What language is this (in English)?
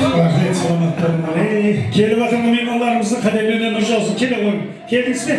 Kara-Kalpak